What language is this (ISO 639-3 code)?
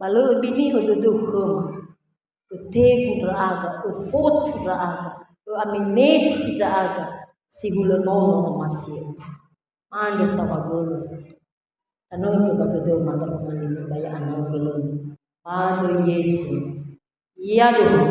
nia